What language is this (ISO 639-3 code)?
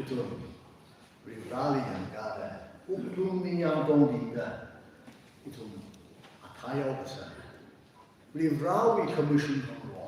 nmf